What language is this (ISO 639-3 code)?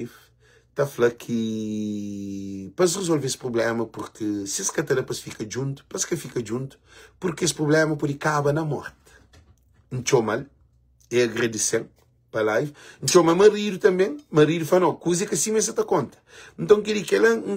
kea